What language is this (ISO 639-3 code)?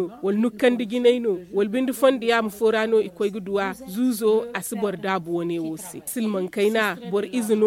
dje